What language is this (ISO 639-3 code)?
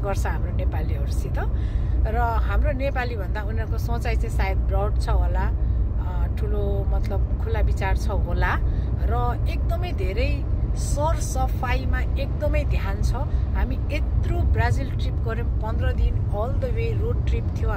nep